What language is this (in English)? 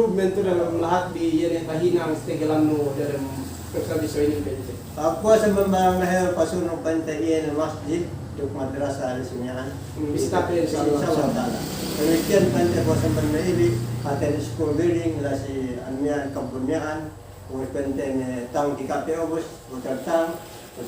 Yakan